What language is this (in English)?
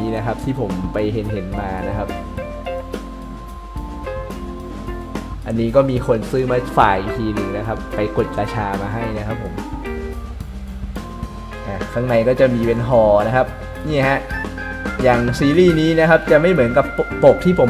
Thai